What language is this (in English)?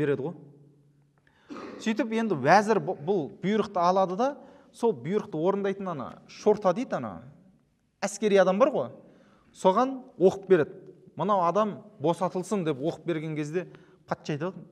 Kazakh